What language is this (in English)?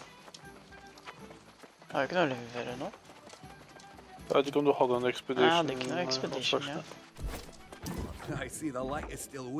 Norwegian